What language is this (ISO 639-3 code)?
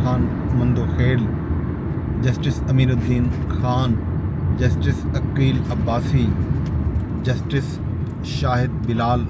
skr